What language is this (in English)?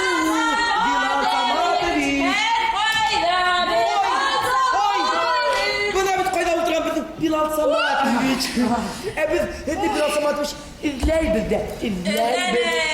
Bashkir